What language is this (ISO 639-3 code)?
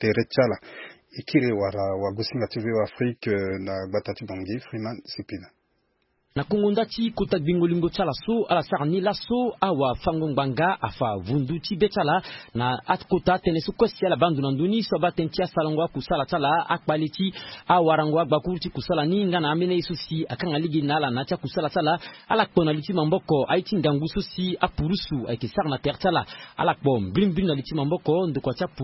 sag